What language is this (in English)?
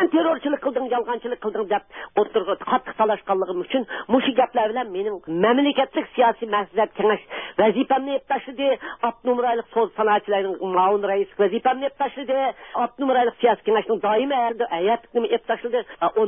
Uyghur